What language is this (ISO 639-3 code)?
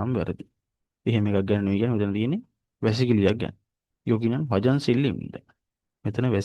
sin